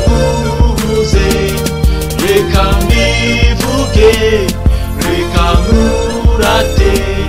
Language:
Kinyarwanda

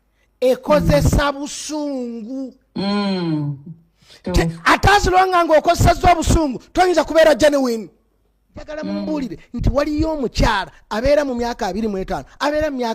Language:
Ganda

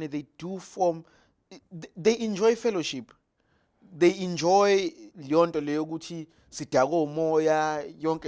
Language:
Zulu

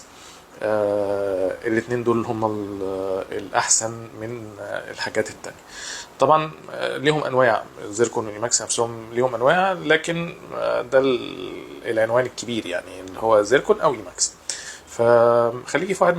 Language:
Egyptian Arabic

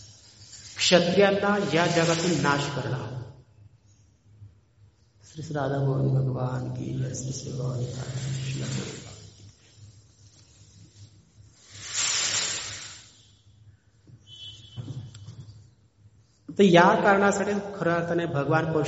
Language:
Marathi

